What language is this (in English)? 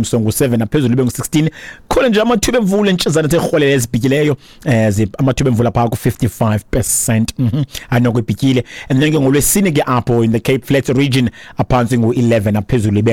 Xhosa